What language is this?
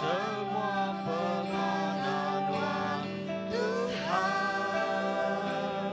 Iban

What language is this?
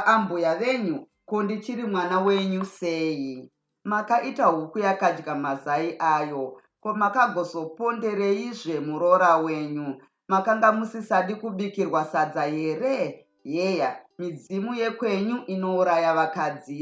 Shona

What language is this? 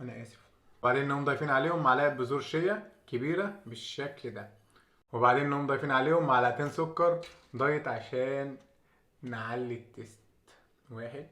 Egyptian Arabic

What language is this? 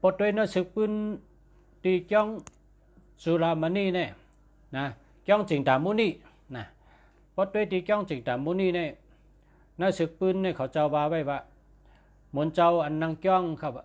Shan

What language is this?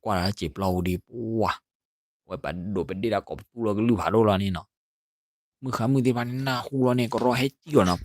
S'gaw Karen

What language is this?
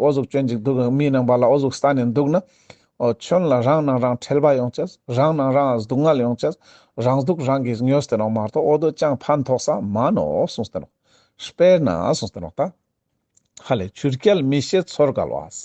Ladakhi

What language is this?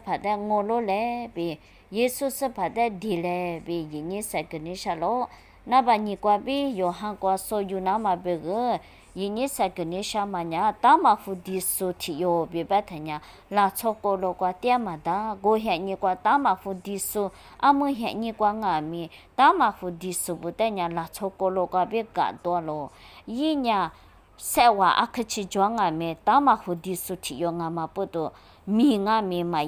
Lisu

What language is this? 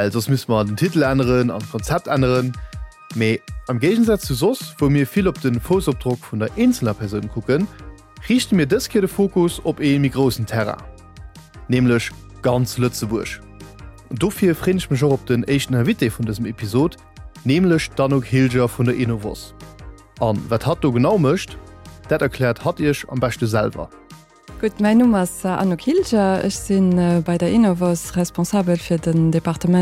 Luxembourgish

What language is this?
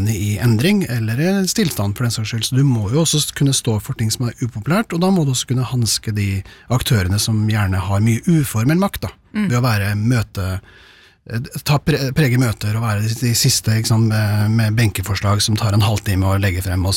Norwegian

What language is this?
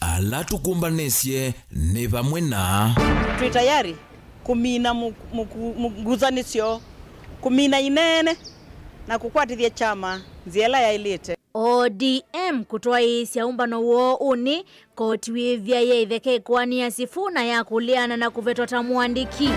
Kamba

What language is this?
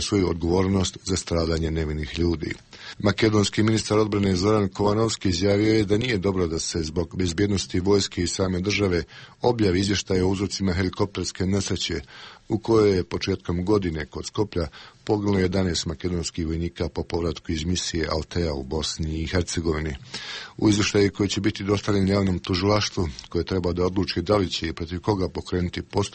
Bosnian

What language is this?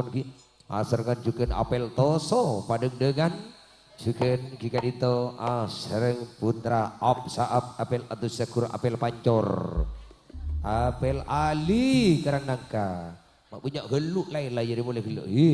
Madurese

